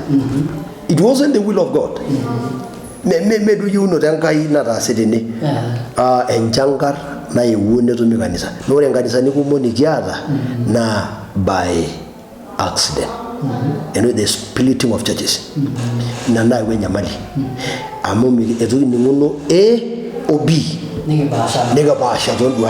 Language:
Masai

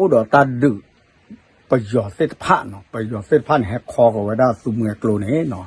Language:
S'gaw Karen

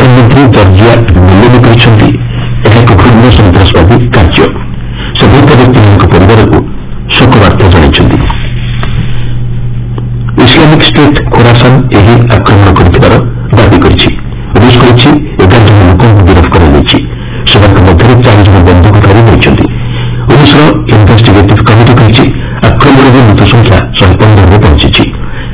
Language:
Odia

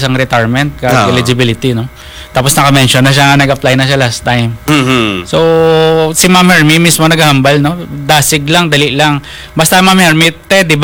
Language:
Hiligaynon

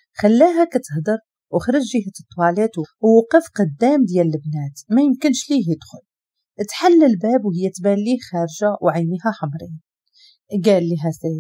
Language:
Moroccan Arabic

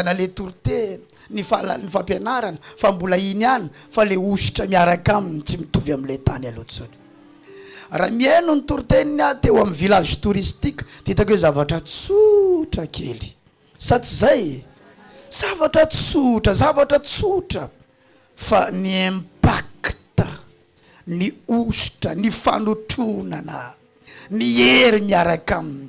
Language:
Malagasy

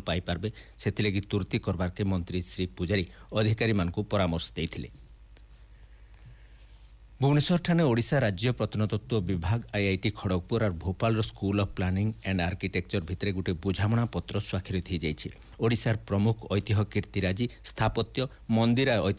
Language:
Odia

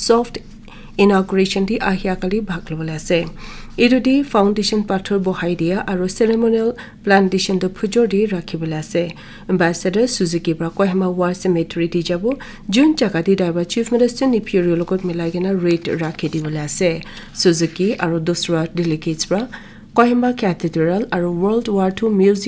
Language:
Naga Pidgin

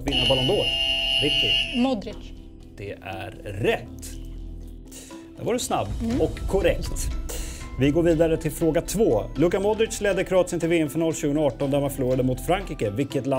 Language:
Swedish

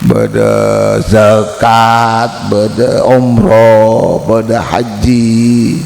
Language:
Madurese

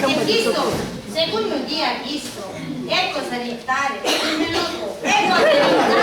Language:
Sicilian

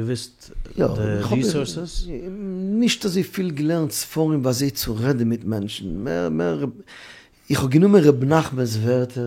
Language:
Yiddish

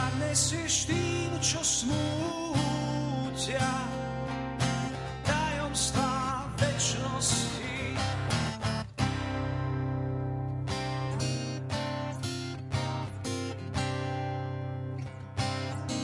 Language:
Slovak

